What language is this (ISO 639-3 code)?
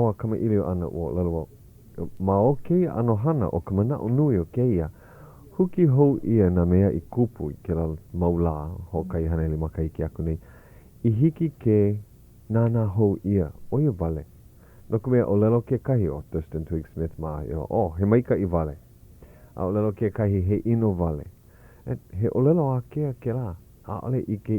haw